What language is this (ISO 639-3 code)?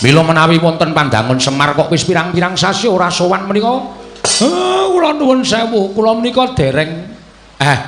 jav